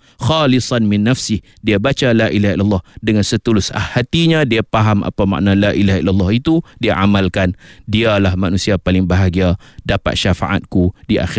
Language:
Malay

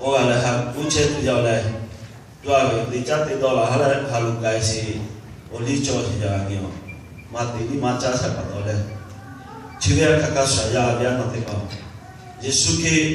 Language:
Lahu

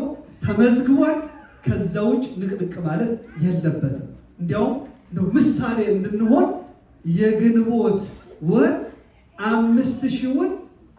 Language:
Amharic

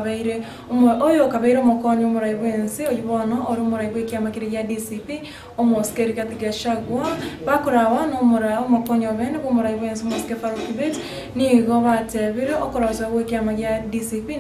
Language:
Gusii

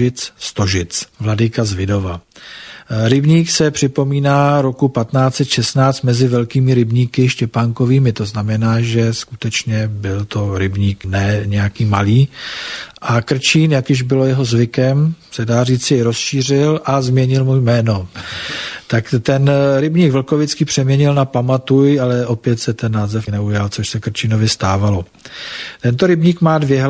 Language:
Czech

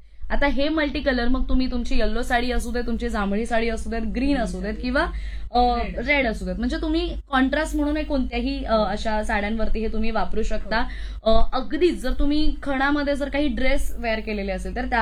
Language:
Marathi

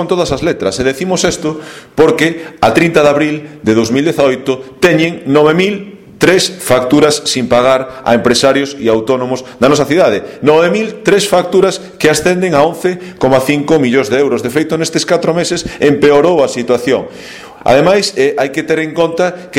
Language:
Galician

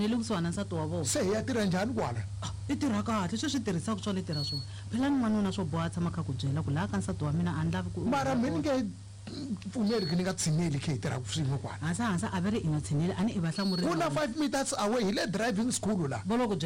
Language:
Tsonga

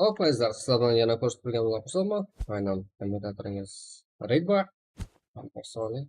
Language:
Kara-Kalpak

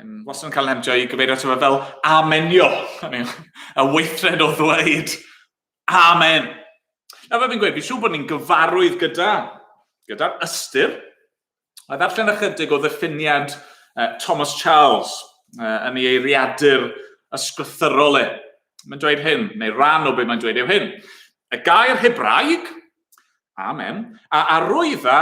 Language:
Welsh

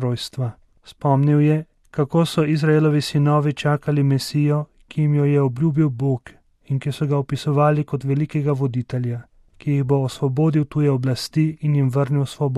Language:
Slovenian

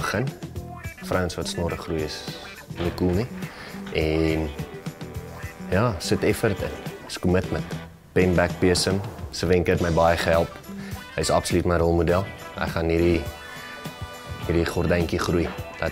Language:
Afrikaans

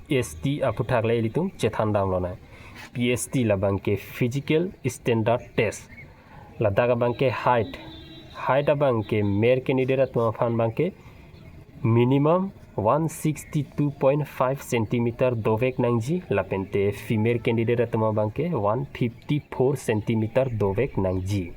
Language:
Karbi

